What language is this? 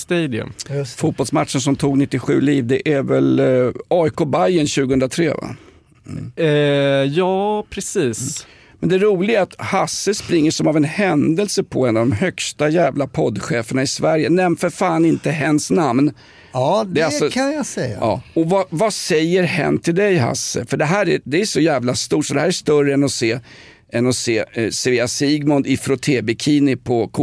Swedish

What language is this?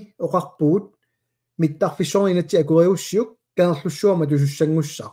Kalaallisut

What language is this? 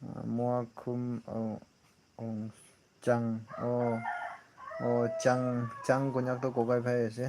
Naga Pidgin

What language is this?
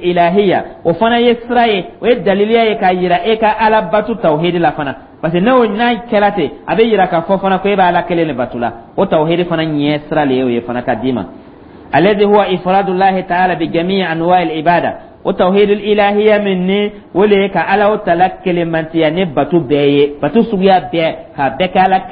Dyula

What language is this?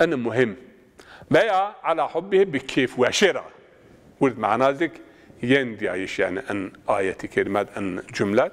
Zaza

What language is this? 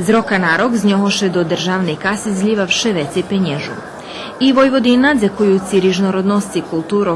Rusyn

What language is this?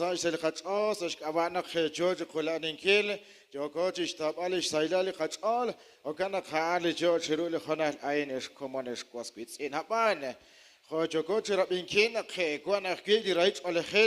Kekchí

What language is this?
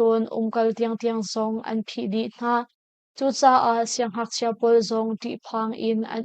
Hakha Chin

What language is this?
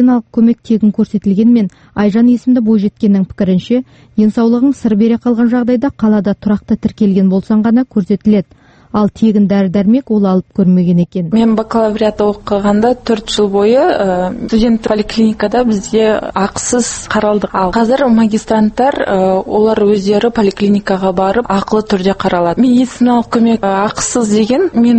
Kazakh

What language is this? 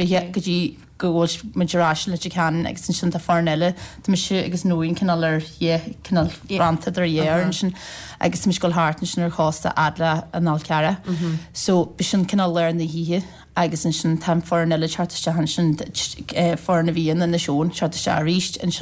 Irish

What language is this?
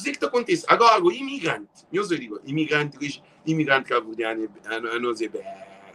Kabuverdianu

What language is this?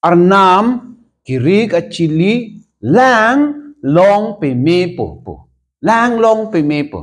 Karbi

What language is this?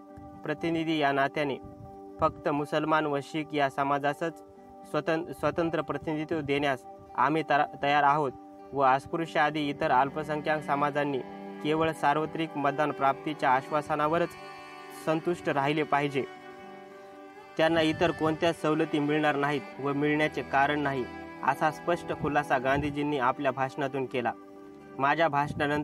Marathi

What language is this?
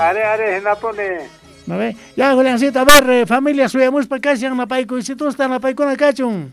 South Bolivian Quechua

